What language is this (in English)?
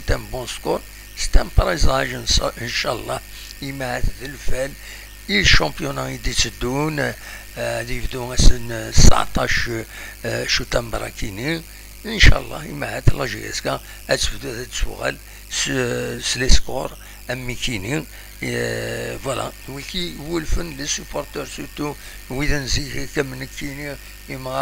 Kabyle